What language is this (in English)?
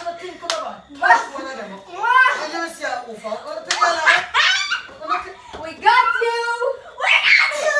Jamaican Creole English